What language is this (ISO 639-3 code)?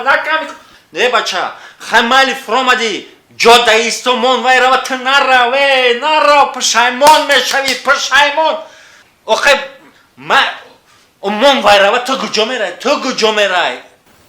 tgk